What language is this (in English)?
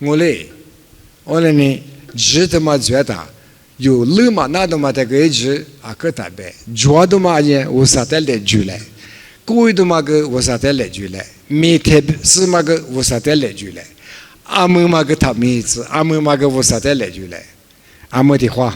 Lisu